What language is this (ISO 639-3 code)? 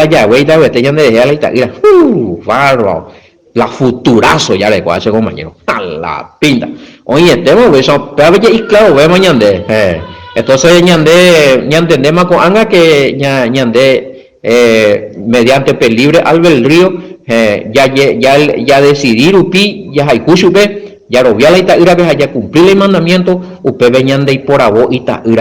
grn